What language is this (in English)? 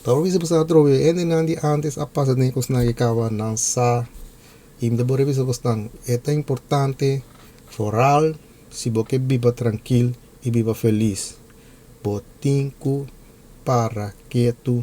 Papiamento